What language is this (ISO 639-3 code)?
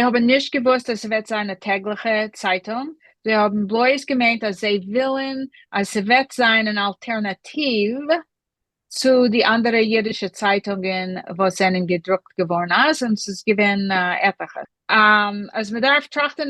yid